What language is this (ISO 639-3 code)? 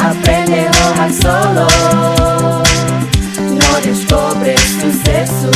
tet